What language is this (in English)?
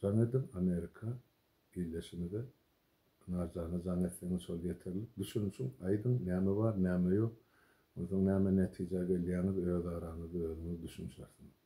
Turkmen